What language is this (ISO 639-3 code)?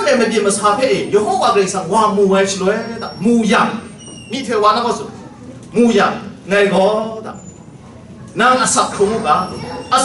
kac